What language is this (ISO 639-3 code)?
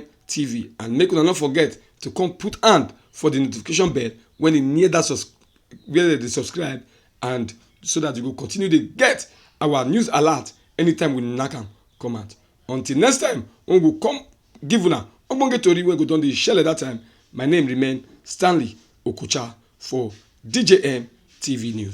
pcm